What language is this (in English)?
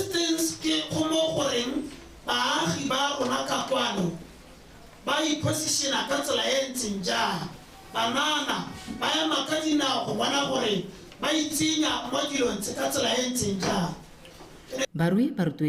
Tswana